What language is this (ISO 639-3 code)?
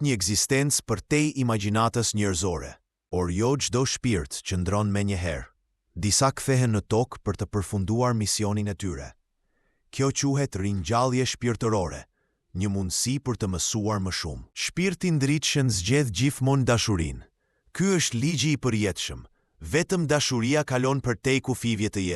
sqi